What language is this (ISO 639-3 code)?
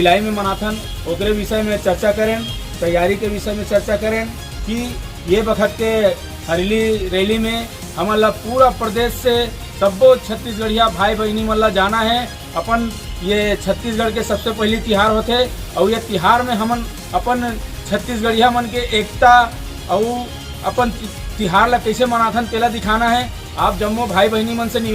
hne